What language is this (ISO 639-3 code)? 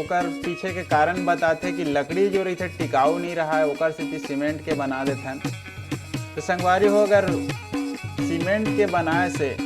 hne